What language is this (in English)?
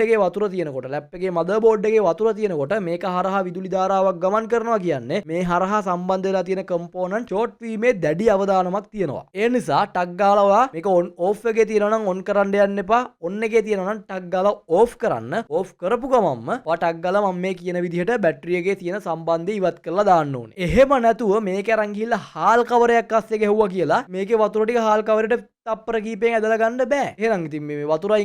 Sinhala